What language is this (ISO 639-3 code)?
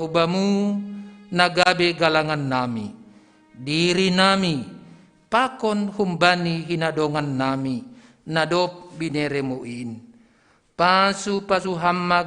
bts